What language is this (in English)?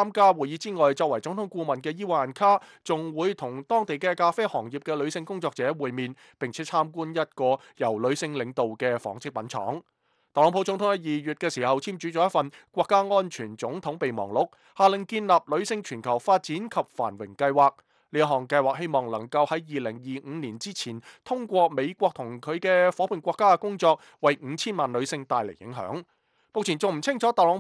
Cantonese